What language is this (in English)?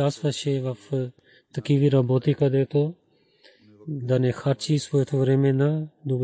Bulgarian